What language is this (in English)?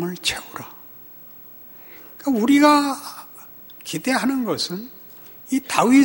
Korean